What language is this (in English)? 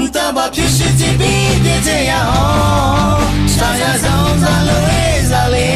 Akha